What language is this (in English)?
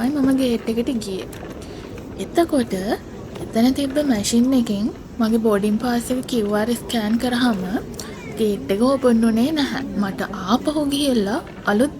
Sinhala